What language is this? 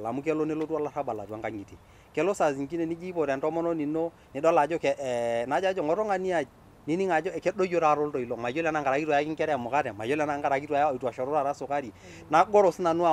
Masai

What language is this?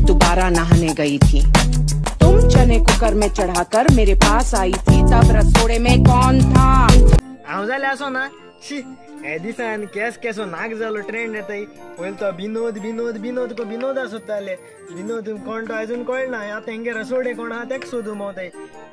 Konkani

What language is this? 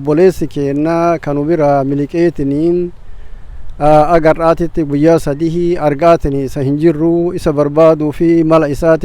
Oromo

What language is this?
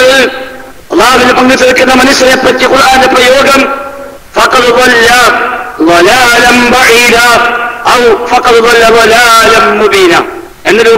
Malayalam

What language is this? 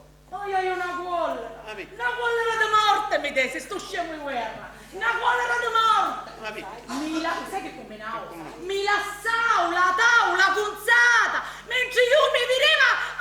Sicilian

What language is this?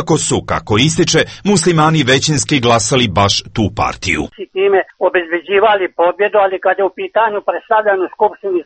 Serbian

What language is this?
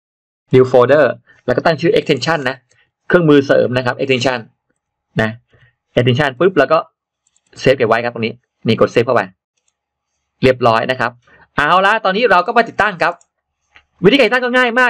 Thai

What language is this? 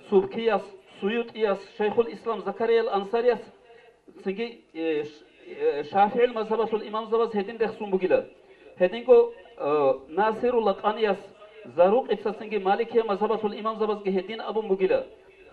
Avaric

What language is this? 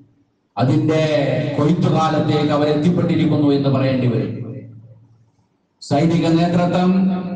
Malayalam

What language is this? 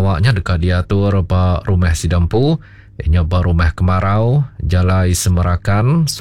Iban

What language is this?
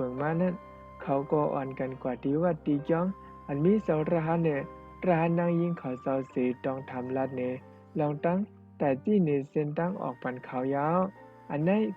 Shan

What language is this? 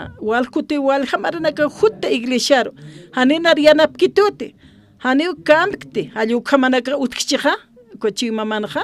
Aymara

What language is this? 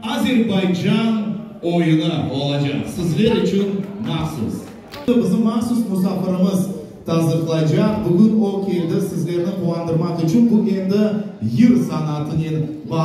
Crimean Tatar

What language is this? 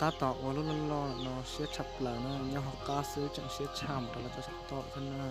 Hmong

